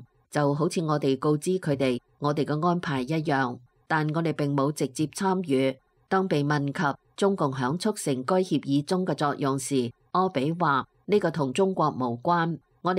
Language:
Cantonese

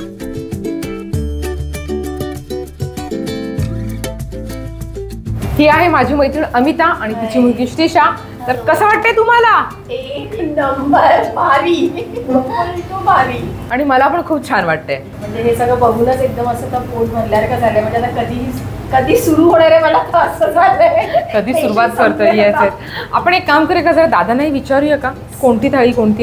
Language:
Marathi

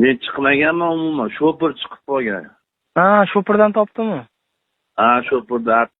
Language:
Uzbek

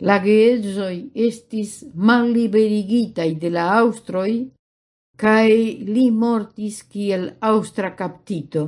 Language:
Esperanto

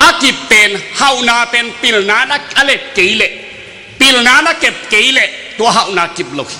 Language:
Tedim Chin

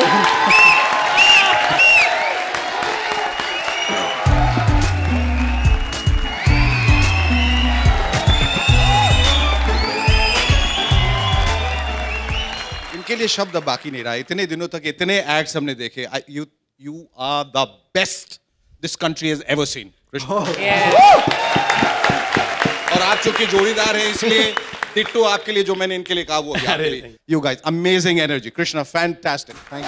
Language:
Hindi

